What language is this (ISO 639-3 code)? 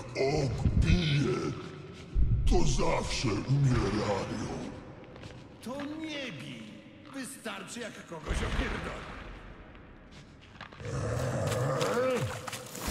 pol